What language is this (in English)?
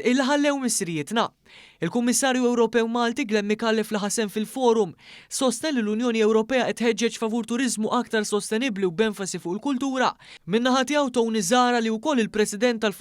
Maltese